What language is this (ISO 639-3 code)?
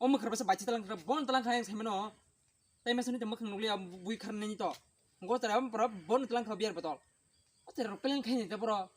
trp